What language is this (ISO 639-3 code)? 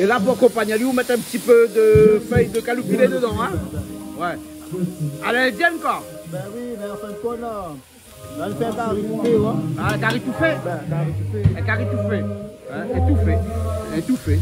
rcf